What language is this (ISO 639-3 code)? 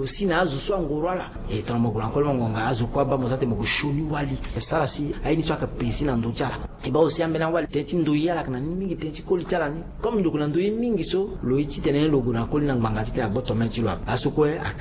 sag